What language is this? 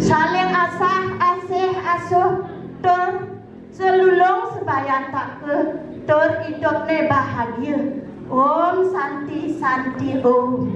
Balinese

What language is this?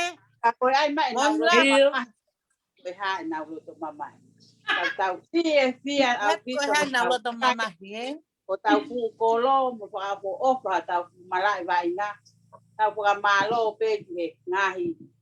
Tongan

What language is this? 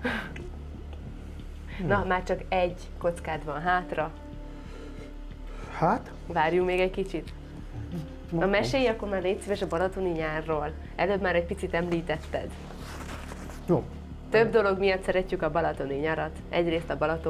Hungarian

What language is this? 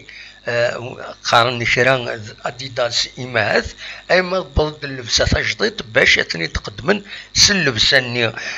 Kabyle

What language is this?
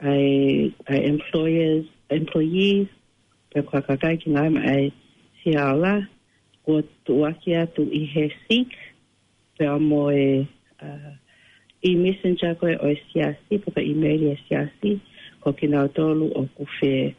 Tongan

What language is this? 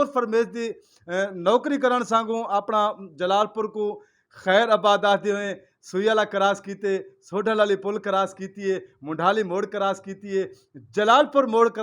Saraiki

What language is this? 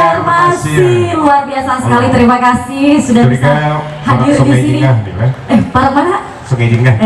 Banjar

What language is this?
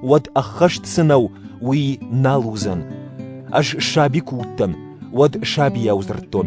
Ossetic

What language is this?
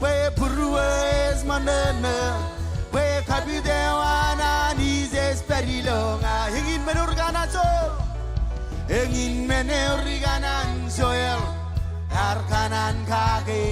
Marshallese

